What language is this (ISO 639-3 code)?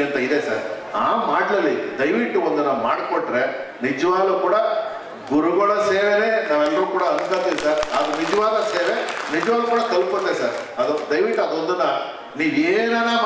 kan